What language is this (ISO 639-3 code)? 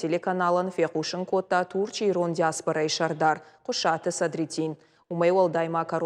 oss